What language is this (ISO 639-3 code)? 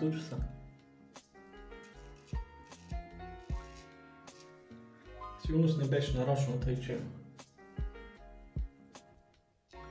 bul